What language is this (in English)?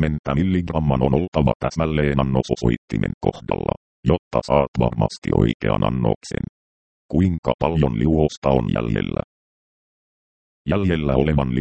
Finnish